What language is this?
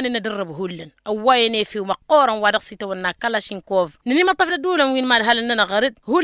Tamasheq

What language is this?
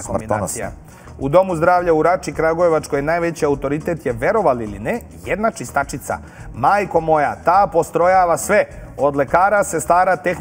Serbian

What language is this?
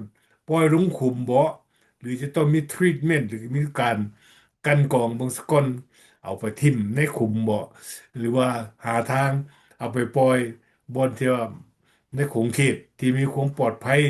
Lao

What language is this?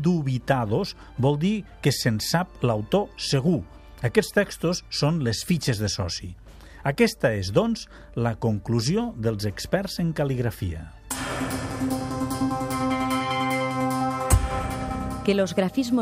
Catalan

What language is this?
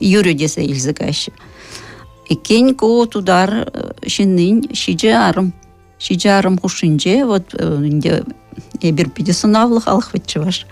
Chuvash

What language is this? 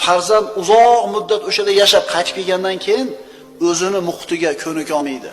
Uzbek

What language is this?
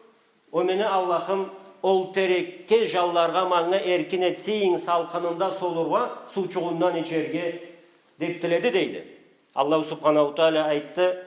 Karachay-Balkar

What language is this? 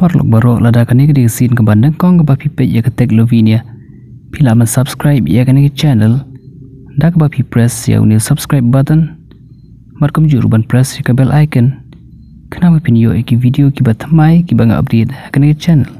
Khasi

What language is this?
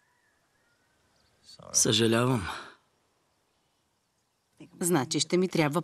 Bulgarian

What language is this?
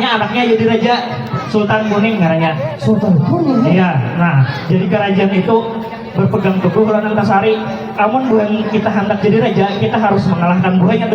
Banjar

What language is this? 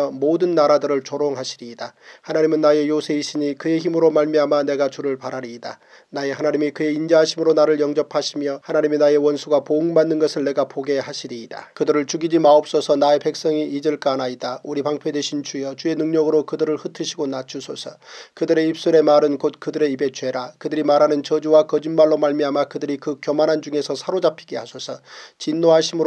Korean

